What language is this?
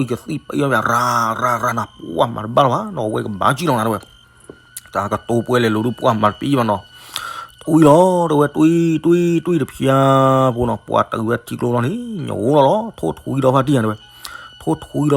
S'gaw Karen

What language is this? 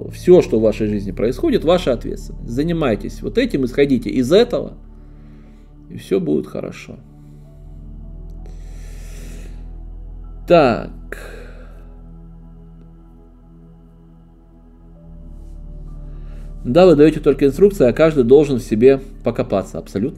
Russian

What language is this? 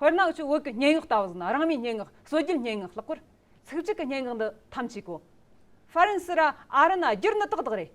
Amdo Tibetan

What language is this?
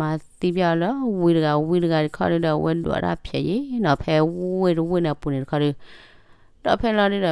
S'gaw Karen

